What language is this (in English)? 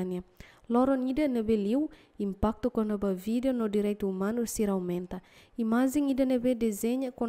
Tetum